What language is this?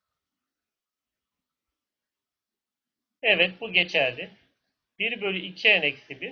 Turkish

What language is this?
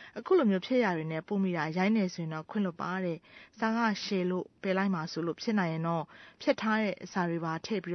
Burmese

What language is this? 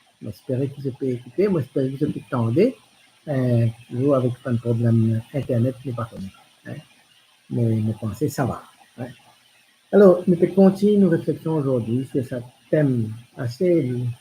Morisyen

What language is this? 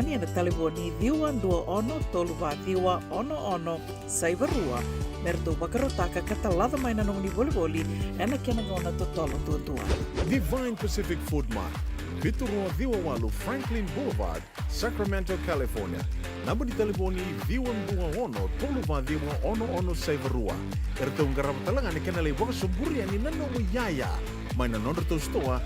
Fijian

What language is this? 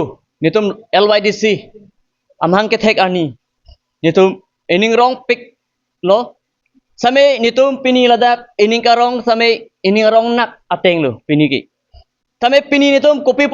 Karbi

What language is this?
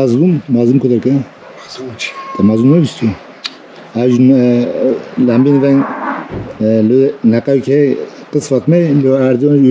Kurdish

